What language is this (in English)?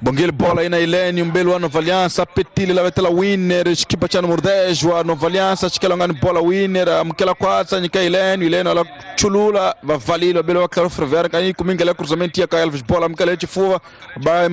Tsonga